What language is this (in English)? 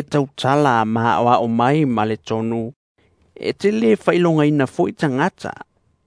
Samoan